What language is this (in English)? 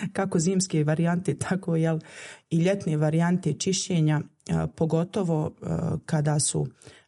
Bosnian